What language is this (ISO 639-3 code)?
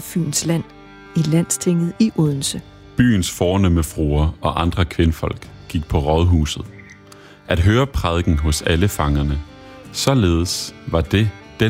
dan